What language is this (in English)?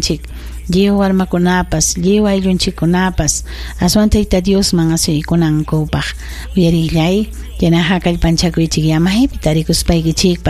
Ayacucho Quechua